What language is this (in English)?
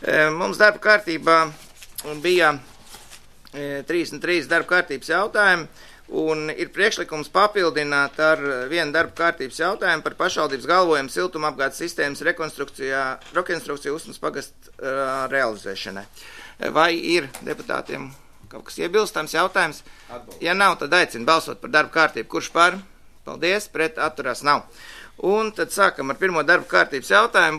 Latvian